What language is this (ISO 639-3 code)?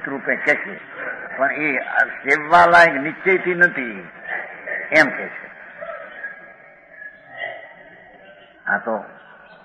guj